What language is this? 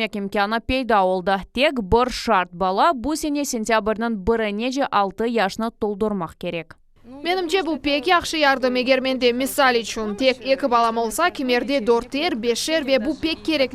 Crimean Tatar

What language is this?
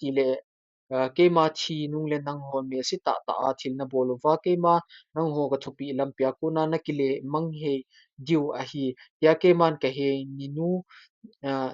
Thado Chin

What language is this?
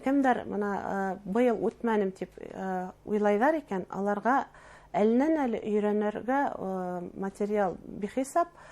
Bashkir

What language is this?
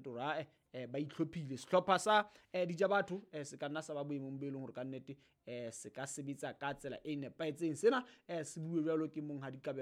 Southern Sotho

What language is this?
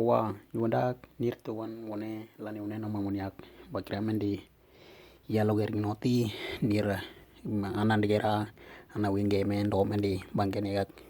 Western Dani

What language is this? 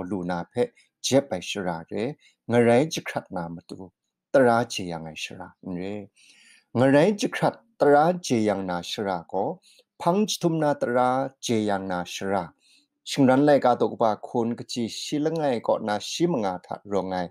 Kachin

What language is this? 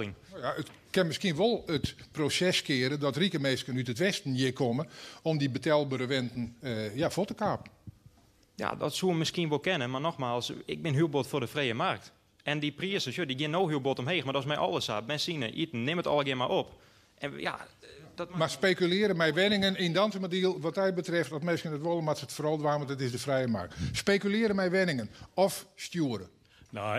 Western Frisian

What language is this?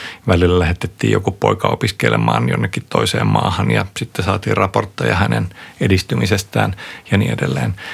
Finnish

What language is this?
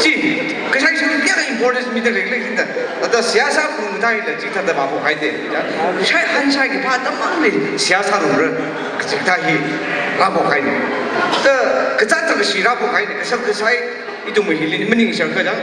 Tangkhul Naga (India)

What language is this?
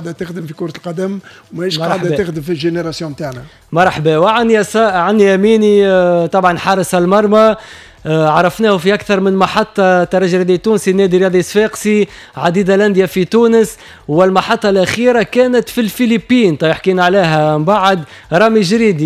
Tunisian Arabic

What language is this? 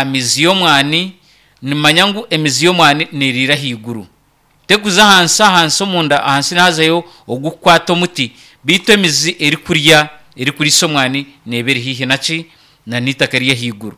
Nyankole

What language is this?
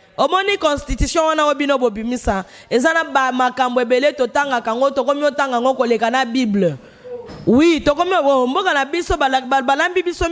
Lingala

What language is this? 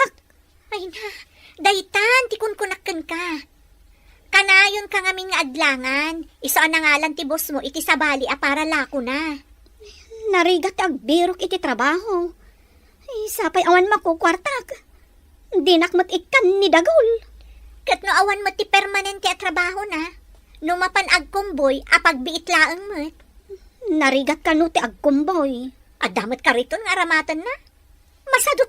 Iloko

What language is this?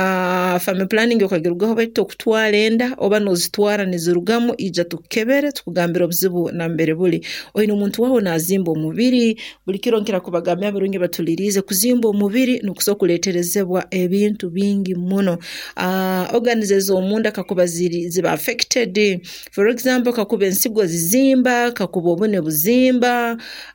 Nyoro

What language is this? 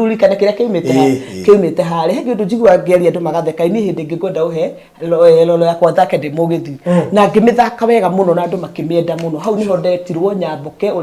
Kikuyu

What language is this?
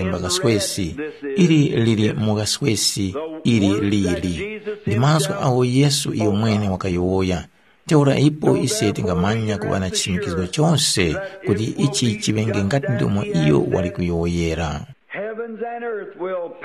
Tumbuka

